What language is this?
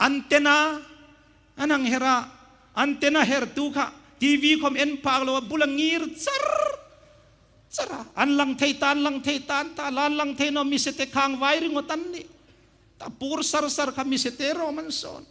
Hmar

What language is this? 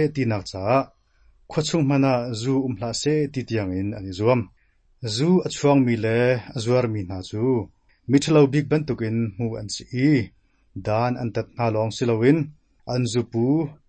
Hakha Chin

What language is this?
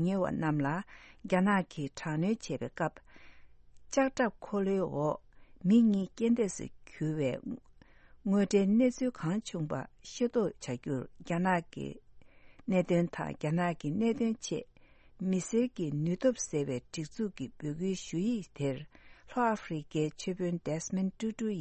Tibetan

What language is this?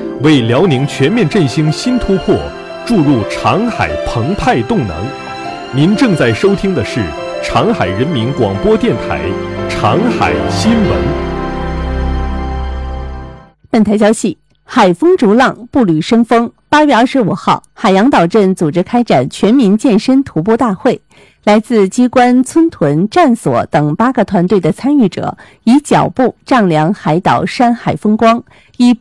Chinese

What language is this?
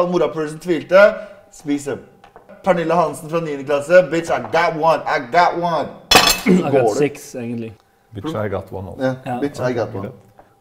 Norwegian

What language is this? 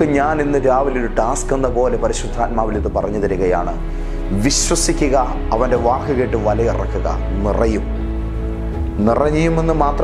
Malayalam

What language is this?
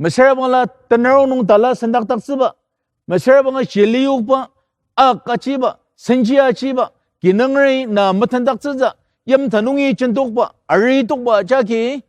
Ao Naga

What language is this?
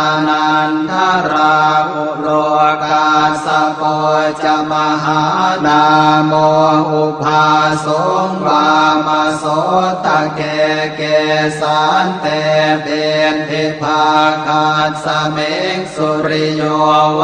Pali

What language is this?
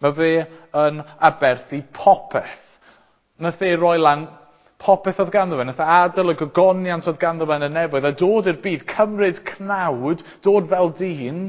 Welsh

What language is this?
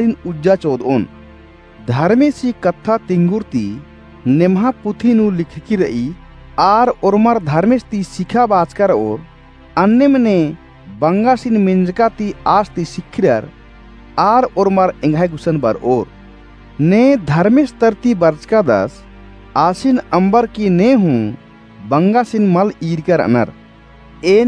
Kurukh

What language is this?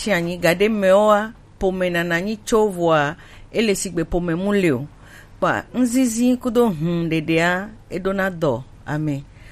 Gen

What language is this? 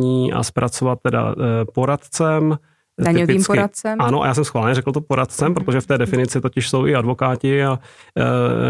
Czech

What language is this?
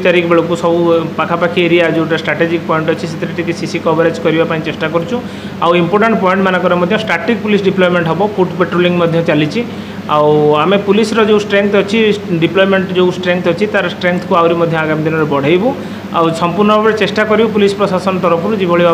Odia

